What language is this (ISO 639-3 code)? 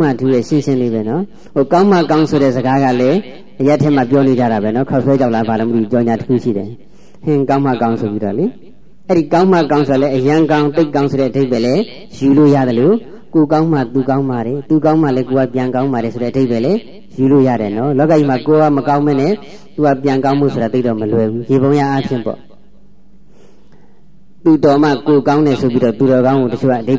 mya